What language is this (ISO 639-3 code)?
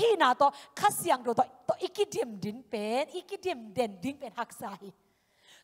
tha